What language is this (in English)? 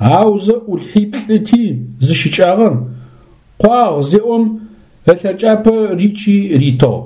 Adyghe